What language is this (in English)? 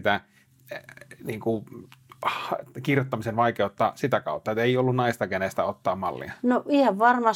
Finnish